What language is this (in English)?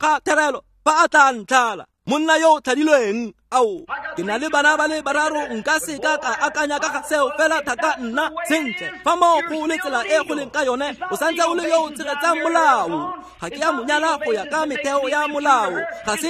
Tswana